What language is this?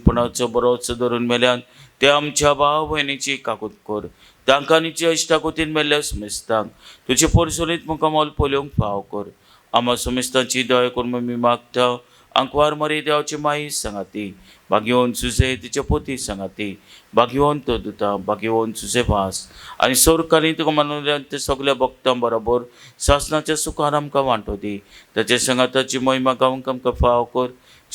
Konkani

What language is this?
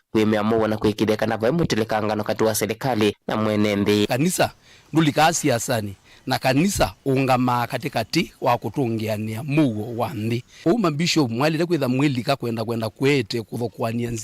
Kamba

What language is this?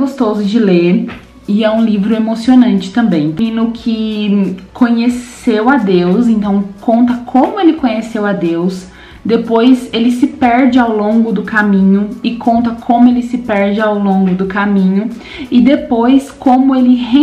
Portuguese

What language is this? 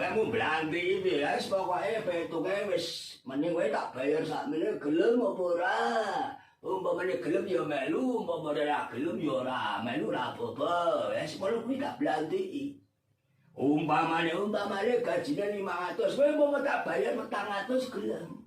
Javanese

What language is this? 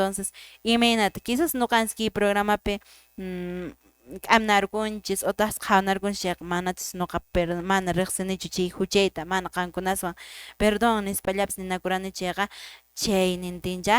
Quechua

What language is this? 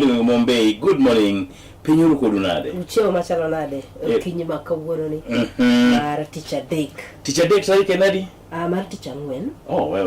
Luo (Kenya and Tanzania)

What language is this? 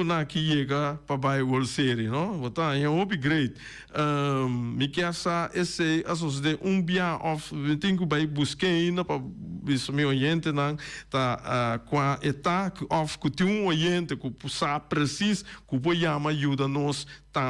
Papiamento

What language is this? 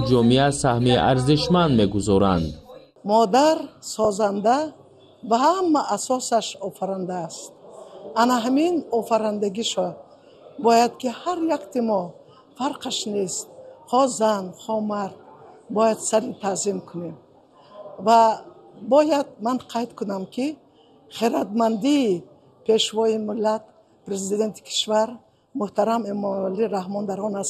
Tajik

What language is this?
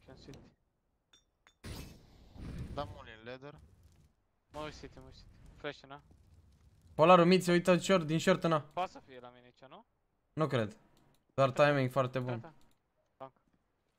Romanian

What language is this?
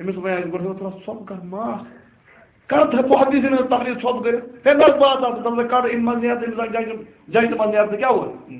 Kashmiri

